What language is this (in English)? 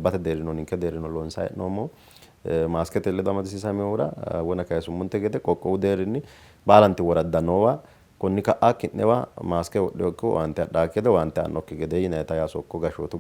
Sidamo